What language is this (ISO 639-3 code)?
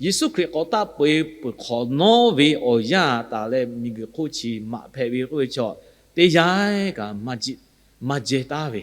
lhu